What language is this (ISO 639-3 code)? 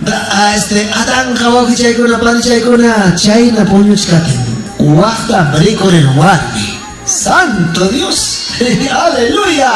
quy